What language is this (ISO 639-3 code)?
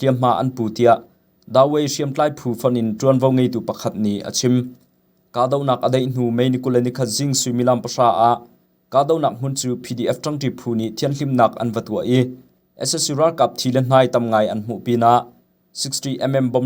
cnh